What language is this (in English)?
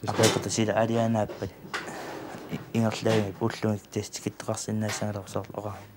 Kalaallisut